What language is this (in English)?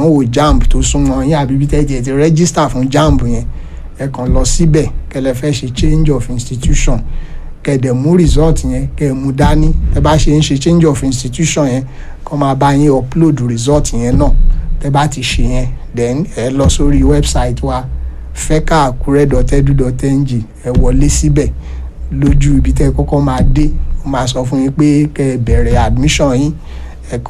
Yoruba